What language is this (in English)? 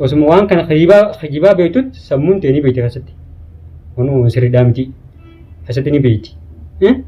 Oromo